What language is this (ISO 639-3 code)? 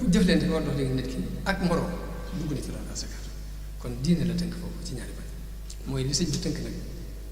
wol